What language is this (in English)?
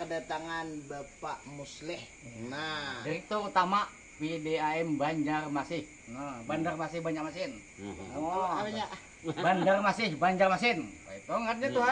Banjar